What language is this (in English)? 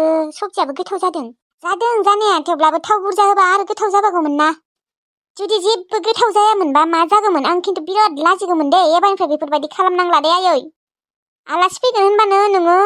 Bodo